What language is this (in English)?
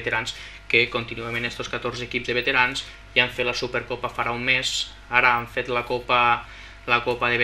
Catalan